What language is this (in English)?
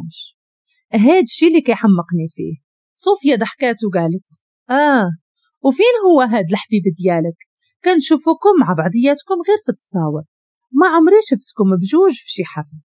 Moroccan Arabic